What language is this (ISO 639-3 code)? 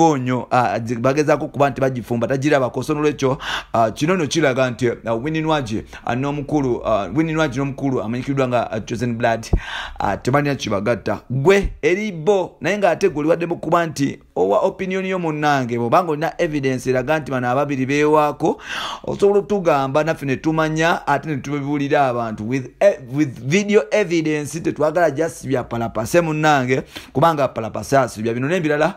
lug